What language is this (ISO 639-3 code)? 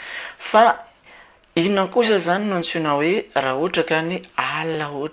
mlg